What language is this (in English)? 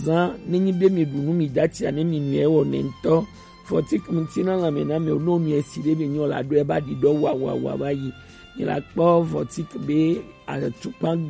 Gen